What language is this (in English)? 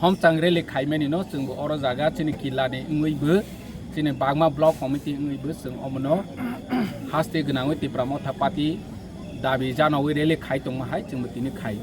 Kok Borok